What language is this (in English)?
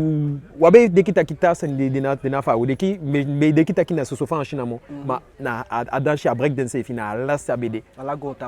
Eastern Maroon Creole